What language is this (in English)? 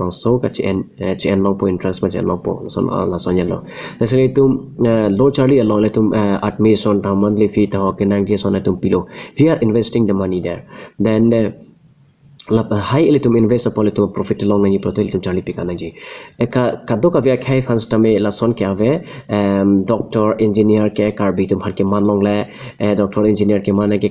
Karbi